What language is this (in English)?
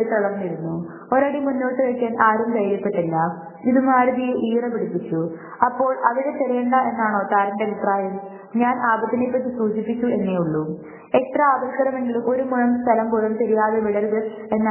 Malayalam